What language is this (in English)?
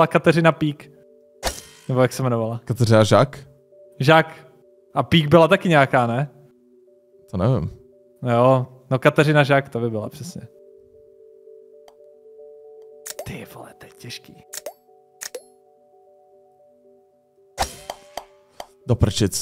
Czech